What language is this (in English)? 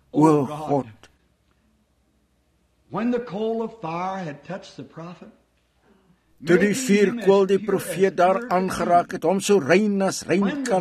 Afrikaans